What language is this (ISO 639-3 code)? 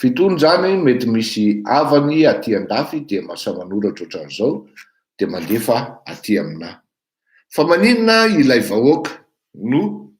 mlg